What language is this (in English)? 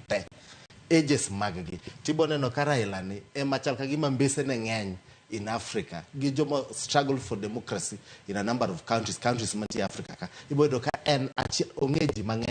Luo (Kenya and Tanzania)